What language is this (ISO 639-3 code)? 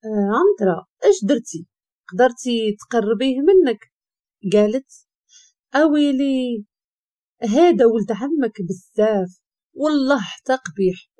ary